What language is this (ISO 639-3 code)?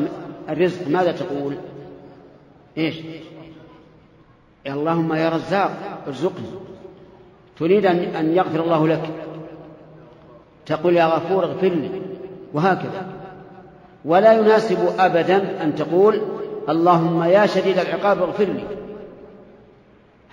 ara